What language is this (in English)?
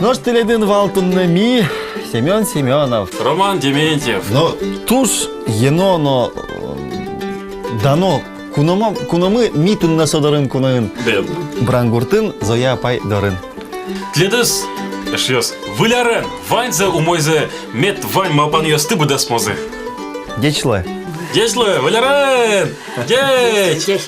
Udmurt